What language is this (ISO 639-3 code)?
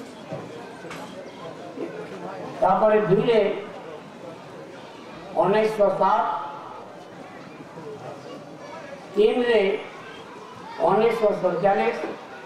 ori